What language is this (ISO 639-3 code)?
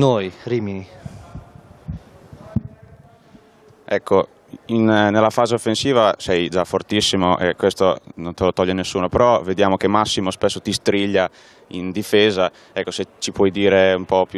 ita